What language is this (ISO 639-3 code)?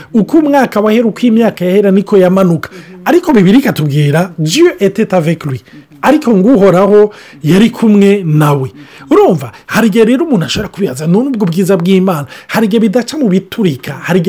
run